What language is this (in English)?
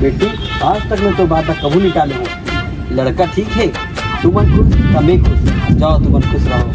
Chhattisgarhi